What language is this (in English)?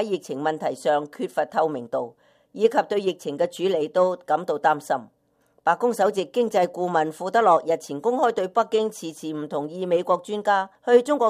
Cantonese